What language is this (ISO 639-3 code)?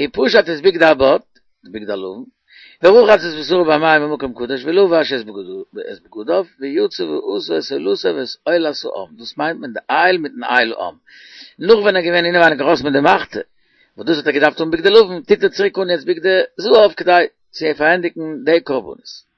yid